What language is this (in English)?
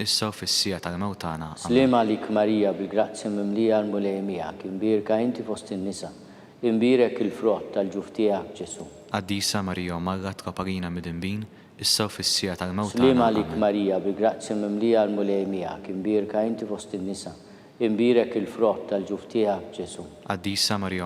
Maltese